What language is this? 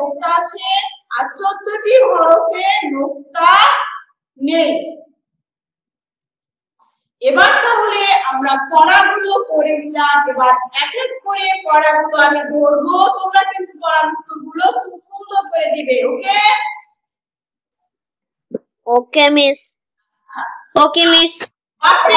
Bangla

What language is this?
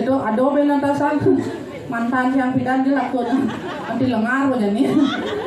Balinese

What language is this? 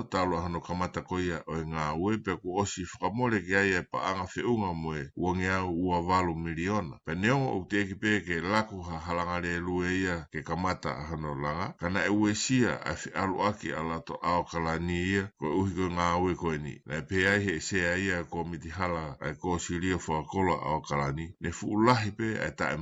Tongan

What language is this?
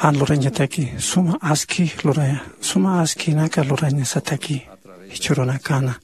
Aymara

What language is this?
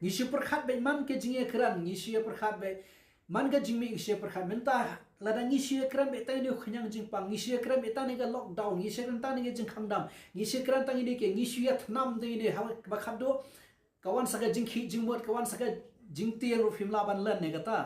Khasi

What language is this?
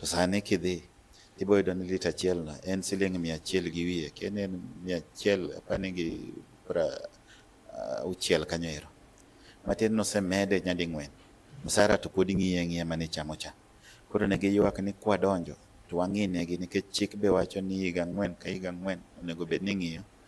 Luo (Kenya and Tanzania)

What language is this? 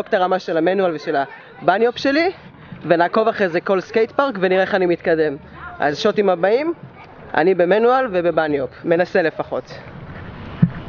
Hebrew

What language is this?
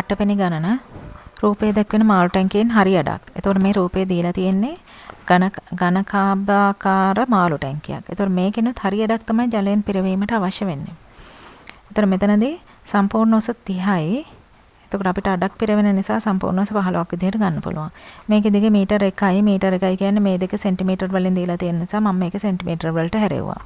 Sinhala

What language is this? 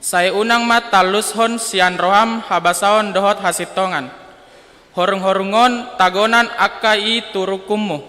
Batak Toba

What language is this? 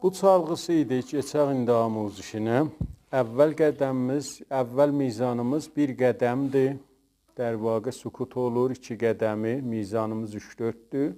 South Azerbaijani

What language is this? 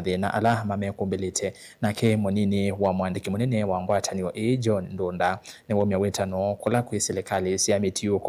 Kamba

